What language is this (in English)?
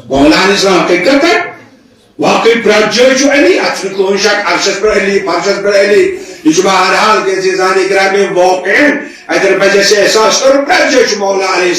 Kashmiri